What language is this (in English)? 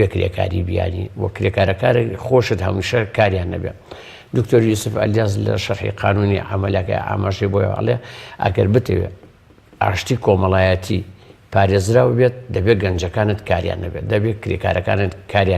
Central Kurdish